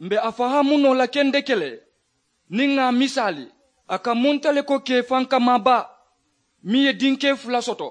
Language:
Mandingo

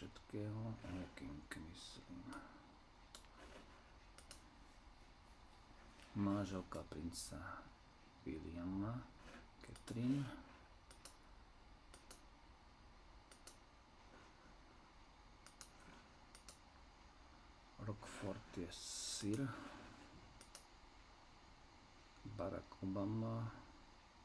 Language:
Slovak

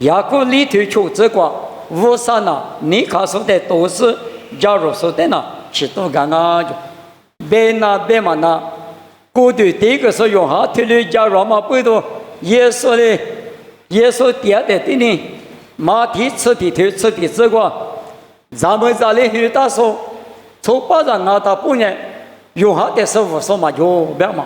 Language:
Lisu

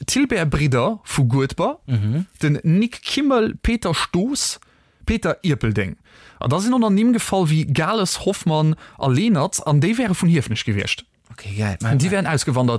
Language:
Luxembourgish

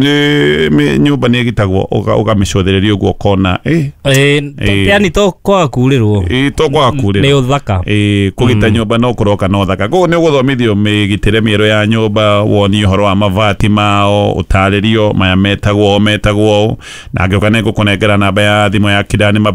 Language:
Kikuyu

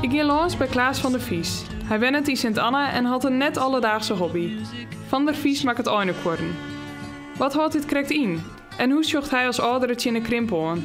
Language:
Western Frisian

